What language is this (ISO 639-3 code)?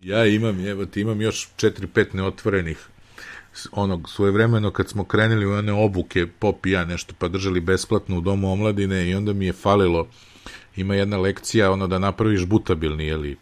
srp